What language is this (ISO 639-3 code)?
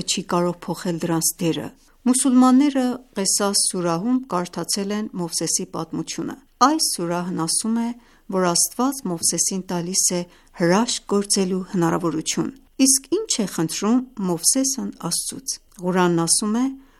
hye